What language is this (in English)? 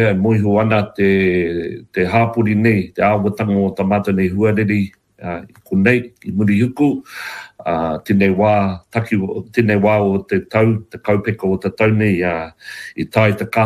Māori